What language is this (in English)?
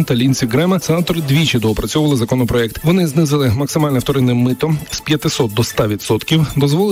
Ukrainian